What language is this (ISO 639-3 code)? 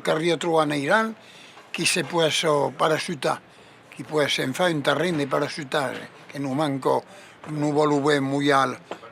oci